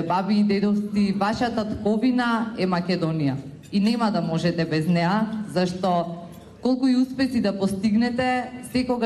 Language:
Macedonian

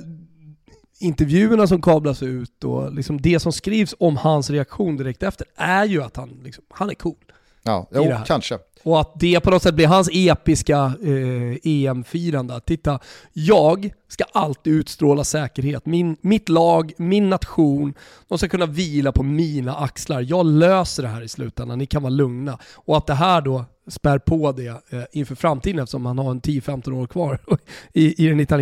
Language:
Swedish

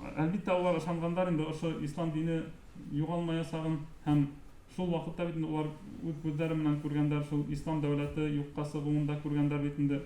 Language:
Bashkir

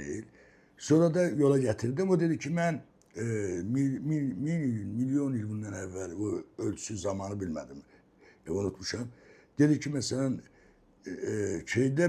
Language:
Azerbaijani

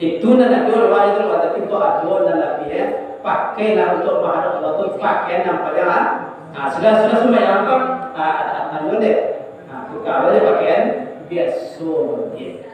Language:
Minangkabau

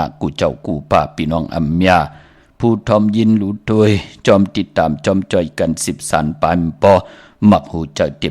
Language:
Shan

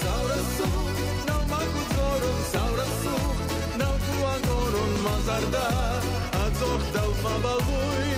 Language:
Ossetic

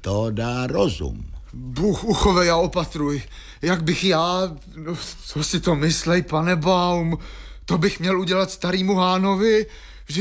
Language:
Czech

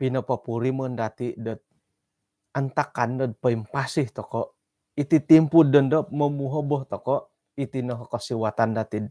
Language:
Central Dusun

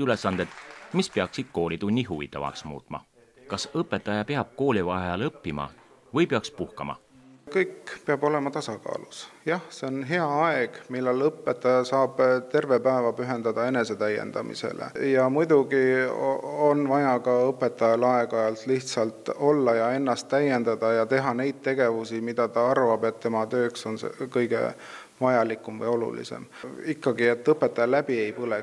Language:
Estonian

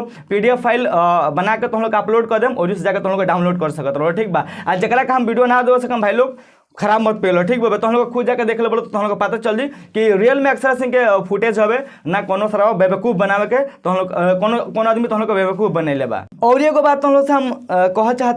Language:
Bhojpuri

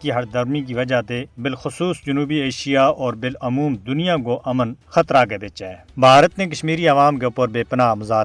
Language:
Gujari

